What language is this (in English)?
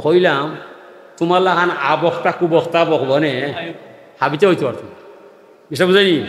Sylheti